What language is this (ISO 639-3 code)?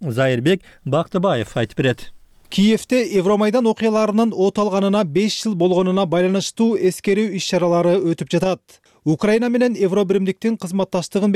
kir